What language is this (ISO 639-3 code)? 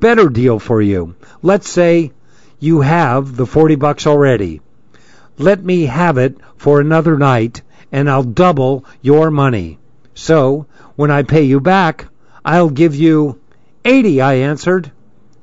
eng